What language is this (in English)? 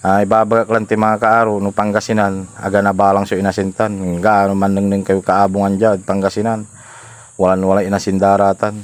Pangasinan